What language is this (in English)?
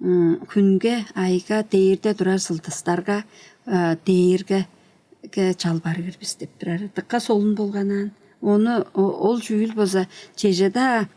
Tuvinian